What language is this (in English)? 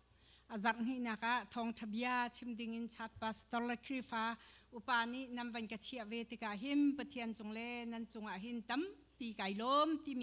Hakha Chin